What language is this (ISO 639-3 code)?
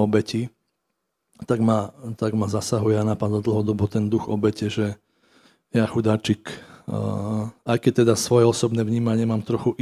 slk